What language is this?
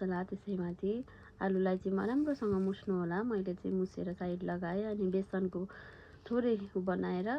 Nepali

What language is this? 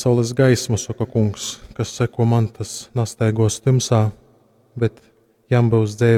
Latgalian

